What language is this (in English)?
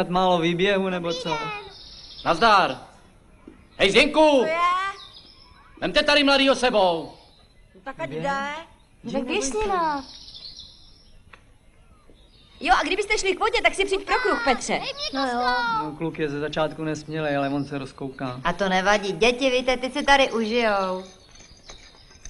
Czech